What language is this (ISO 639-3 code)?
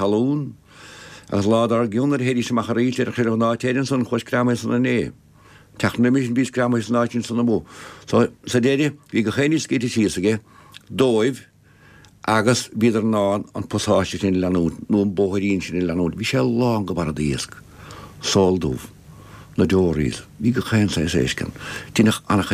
gle